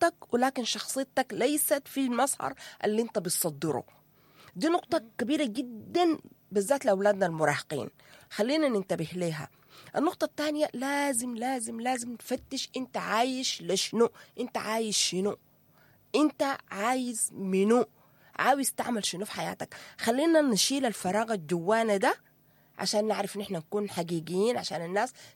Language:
Sudanese Arabic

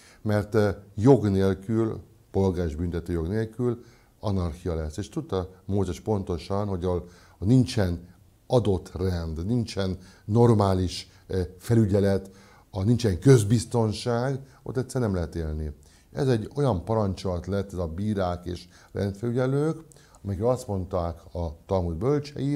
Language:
Hungarian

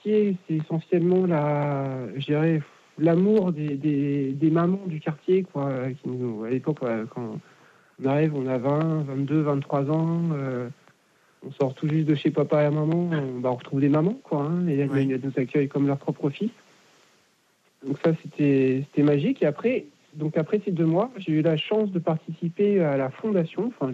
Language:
French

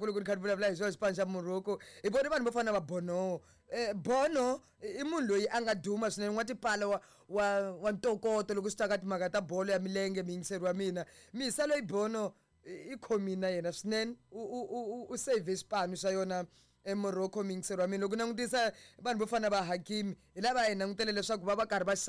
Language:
Tsonga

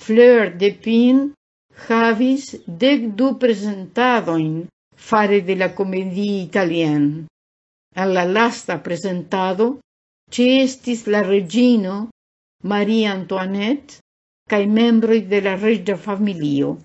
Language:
Esperanto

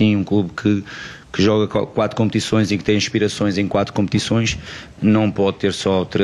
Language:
Portuguese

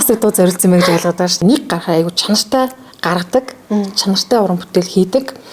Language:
Mongolian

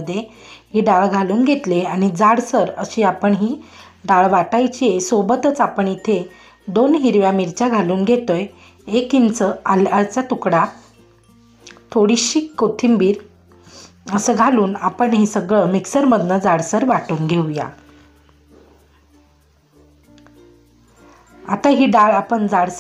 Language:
Marathi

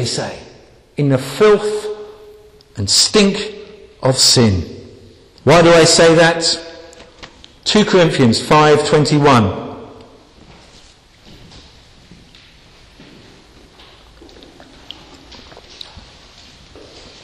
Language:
English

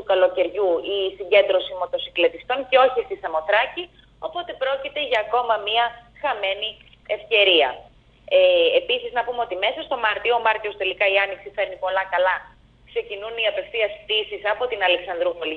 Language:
Greek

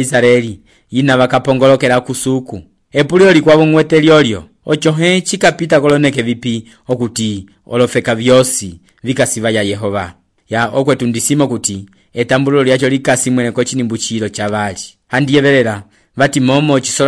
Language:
Umbundu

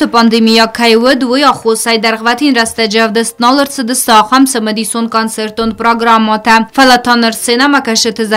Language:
Ossetic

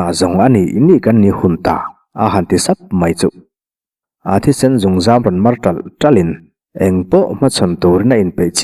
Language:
Mizo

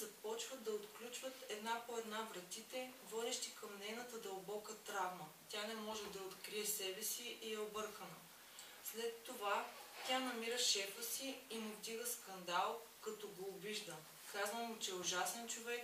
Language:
Bulgarian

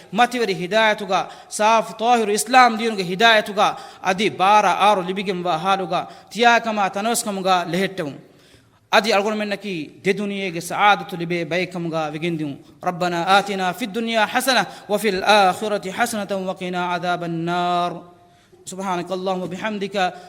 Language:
Divehi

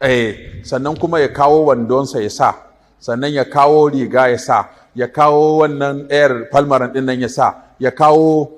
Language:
Hausa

